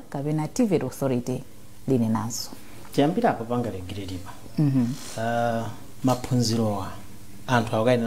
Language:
Nyanja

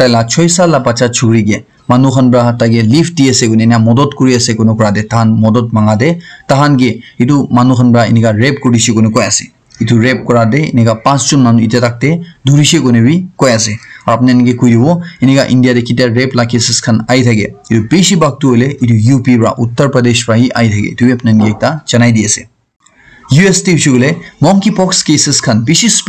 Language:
Naga Pidgin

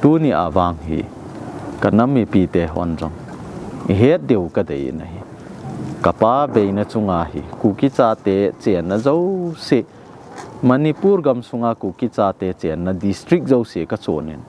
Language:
Thado Chin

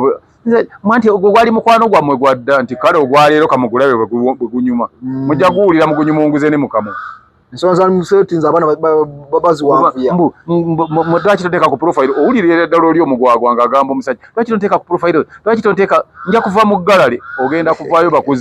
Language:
Ganda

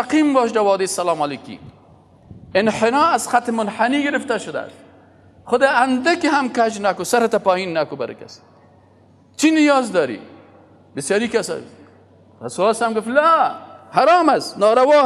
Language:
Persian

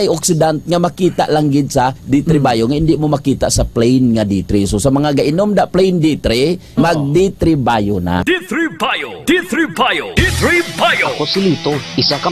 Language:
Hiligaynon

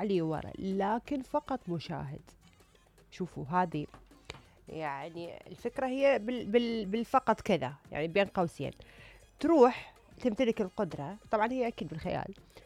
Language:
Mesopotamian Arabic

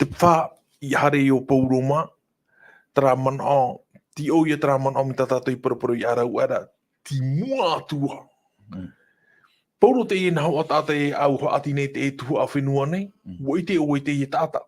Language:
Tahitian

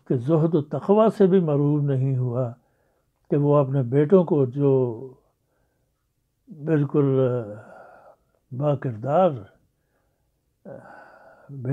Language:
Urdu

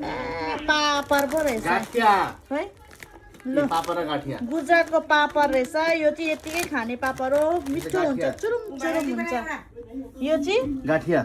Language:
Nepali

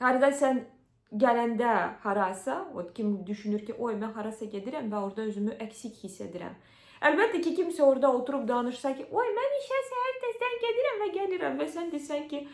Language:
Azerbaijani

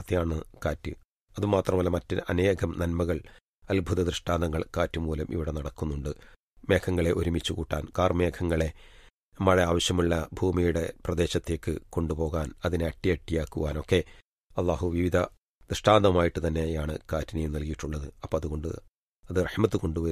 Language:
Malayalam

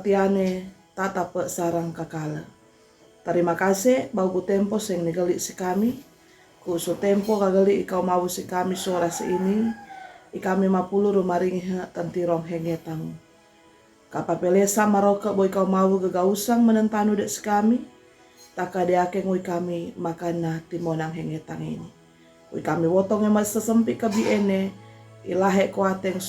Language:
Sangir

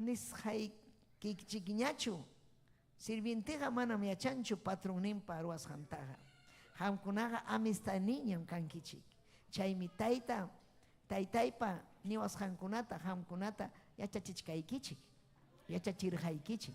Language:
Ayacucho Quechua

